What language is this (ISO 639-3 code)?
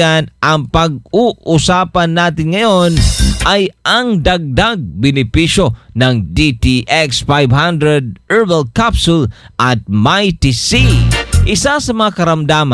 fil